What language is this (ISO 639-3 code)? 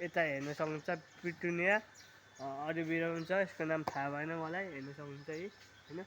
nep